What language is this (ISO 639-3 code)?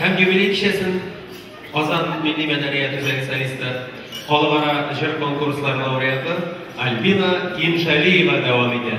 tat